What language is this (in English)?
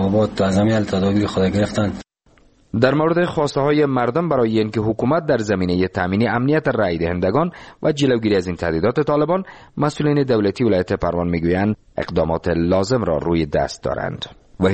Persian